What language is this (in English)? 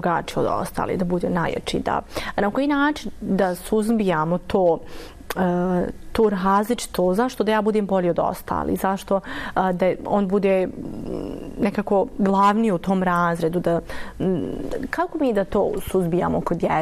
Bosnian